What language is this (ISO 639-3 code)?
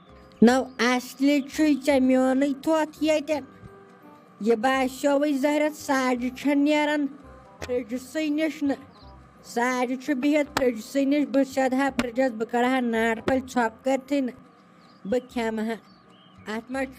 kas